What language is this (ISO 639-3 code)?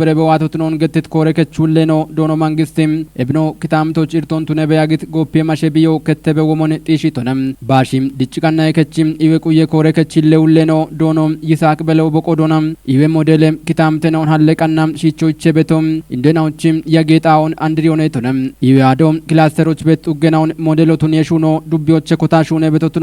kbr